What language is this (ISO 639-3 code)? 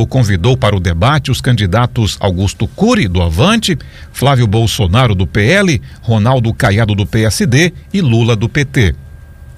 por